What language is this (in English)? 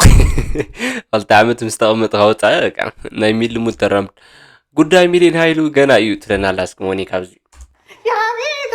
Tigrinya